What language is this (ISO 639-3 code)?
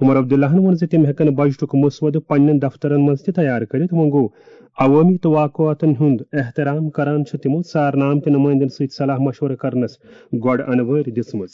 kas